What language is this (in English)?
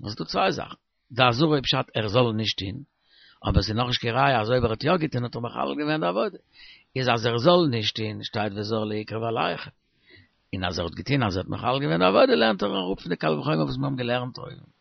Yiddish